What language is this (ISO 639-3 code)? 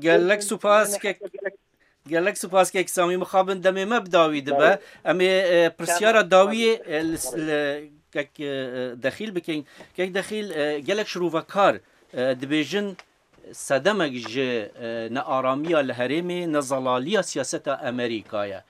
kur